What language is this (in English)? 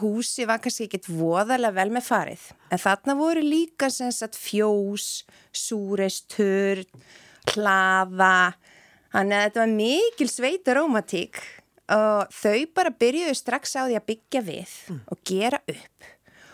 Icelandic